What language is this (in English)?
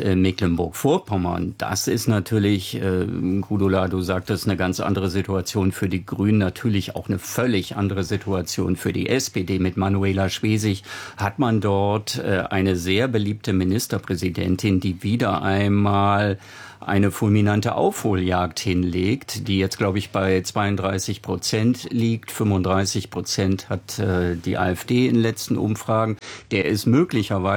German